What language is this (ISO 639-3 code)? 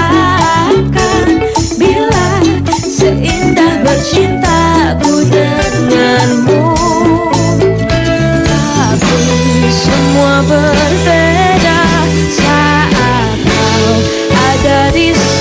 ind